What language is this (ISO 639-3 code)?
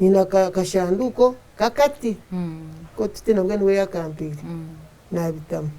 nyn